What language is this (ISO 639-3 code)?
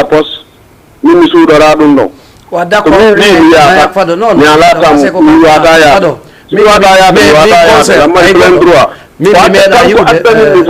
ful